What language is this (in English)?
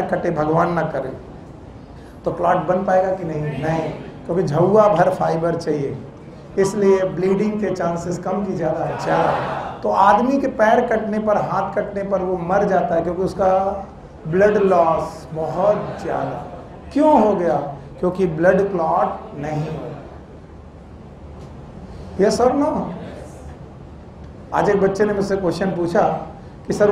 Hindi